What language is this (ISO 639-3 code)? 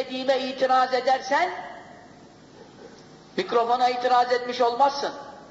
tur